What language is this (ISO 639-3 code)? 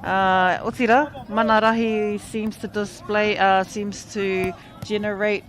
mri